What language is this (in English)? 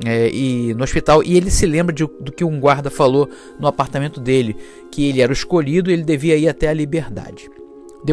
Portuguese